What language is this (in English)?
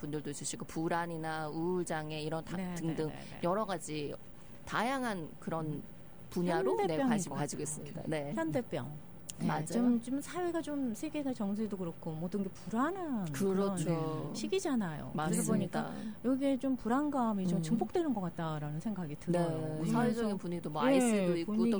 Korean